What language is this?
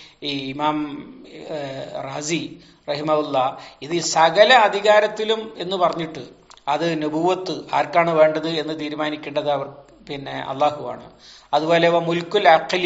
Malayalam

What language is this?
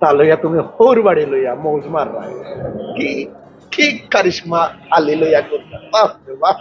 Sylheti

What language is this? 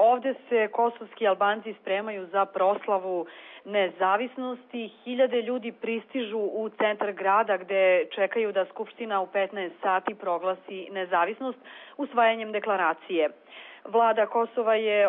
Bosnian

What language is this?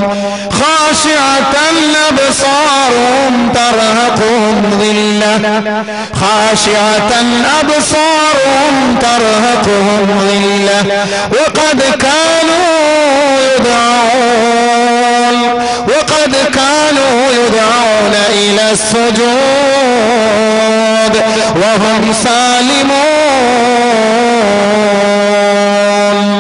Malayalam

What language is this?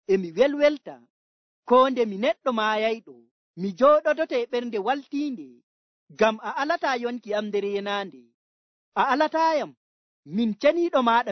Nigerian Fulfulde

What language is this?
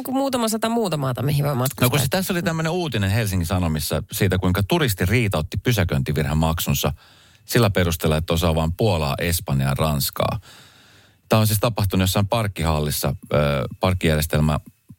Finnish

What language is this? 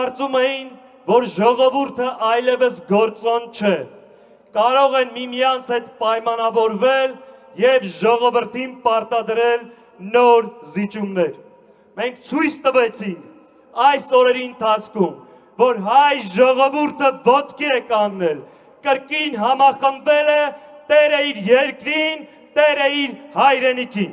Armenian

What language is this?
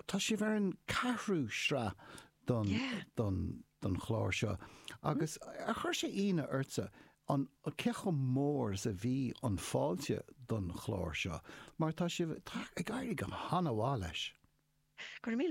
Irish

